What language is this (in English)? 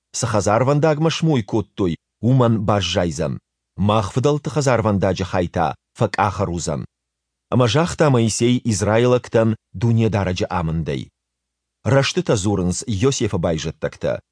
Ossetic